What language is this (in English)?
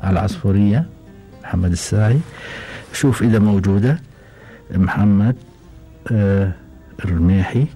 Gulf Arabic